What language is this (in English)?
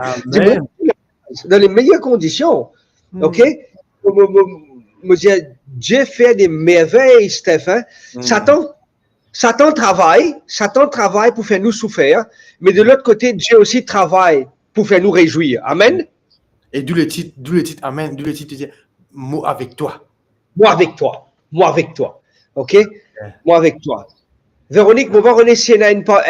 Morisyen